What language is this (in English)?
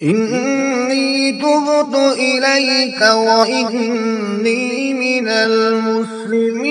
Kashmiri